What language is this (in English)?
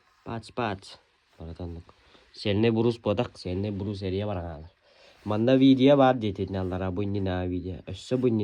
Yakut